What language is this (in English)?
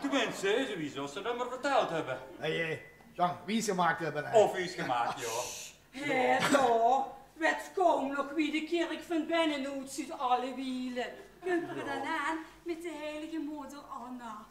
Limburgish